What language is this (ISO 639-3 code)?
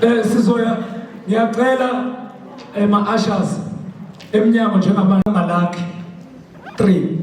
zul